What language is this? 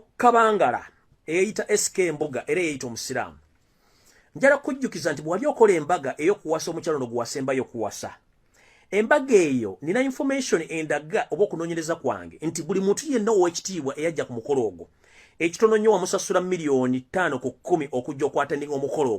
Ganda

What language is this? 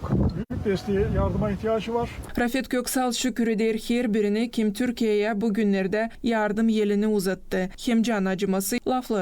Gagauz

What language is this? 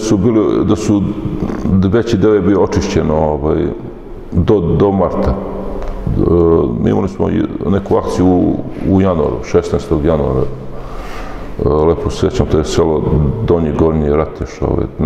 Serbian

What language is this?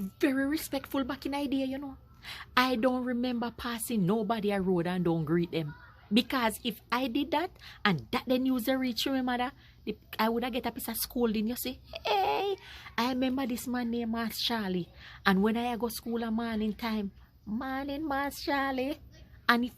Jamaican Creole English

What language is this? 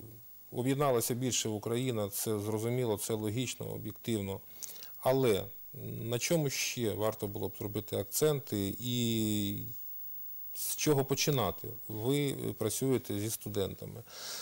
Ukrainian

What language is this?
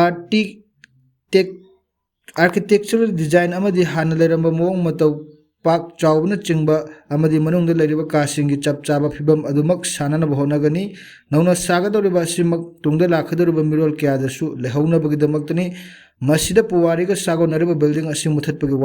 Manipuri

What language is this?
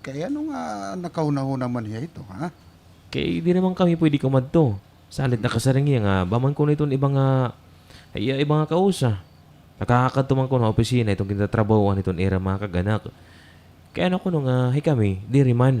Waray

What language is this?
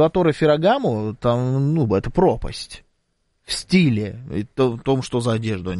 Russian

